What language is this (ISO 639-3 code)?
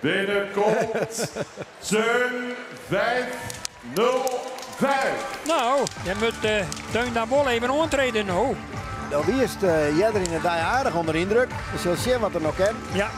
fry